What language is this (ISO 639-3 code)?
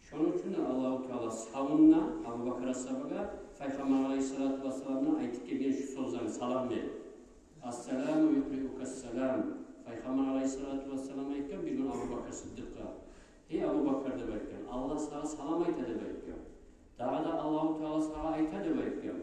kum